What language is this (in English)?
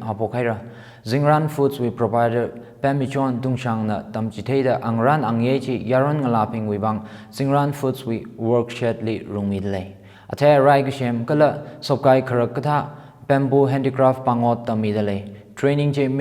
Tangkhul Naga (India)